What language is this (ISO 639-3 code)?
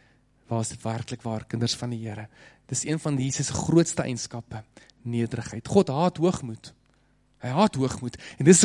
afr